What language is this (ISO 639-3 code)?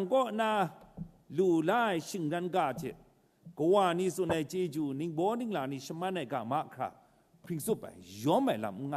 kac